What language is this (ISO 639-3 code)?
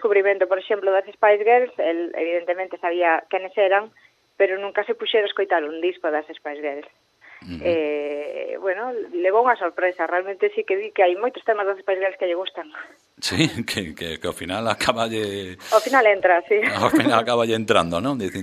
glg